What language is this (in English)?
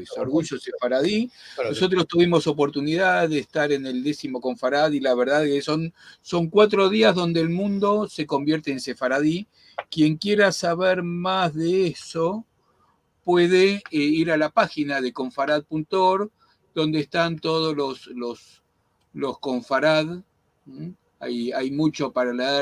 Ladino